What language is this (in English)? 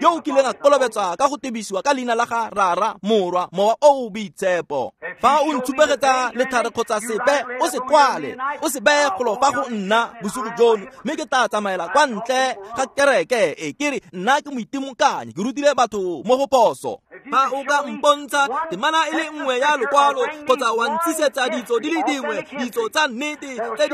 Tswana